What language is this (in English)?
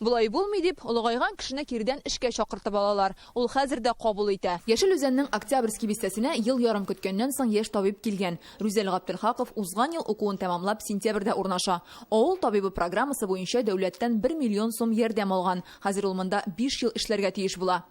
Tatar